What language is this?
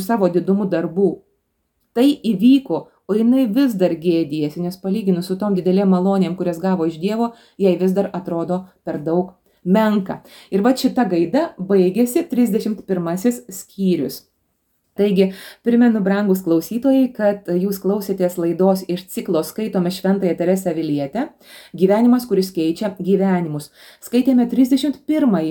Lithuanian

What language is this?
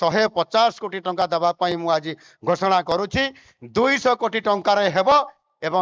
Odia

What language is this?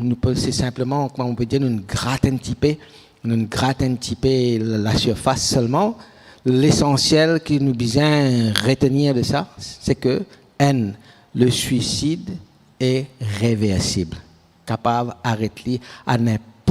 Morisyen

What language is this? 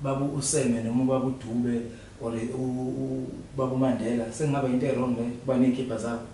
Zulu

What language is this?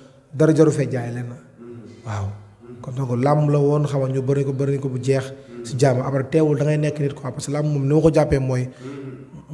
Wolof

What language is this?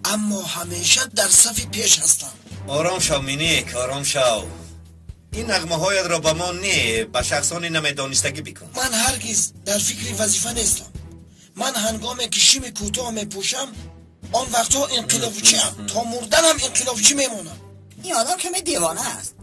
Tajik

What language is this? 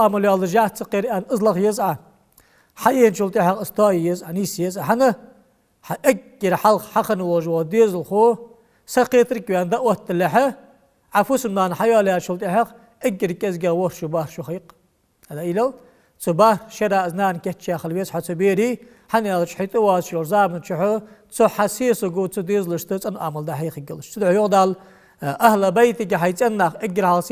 Ingush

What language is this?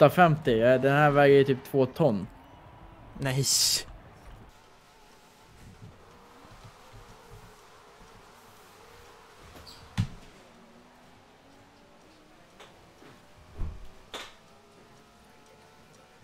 Swedish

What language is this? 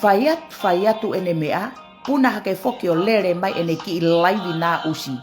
Tongan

